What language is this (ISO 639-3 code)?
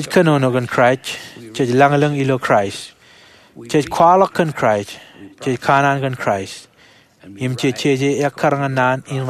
mah